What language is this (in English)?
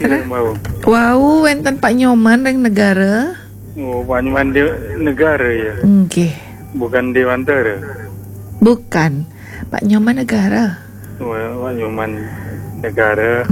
Balinese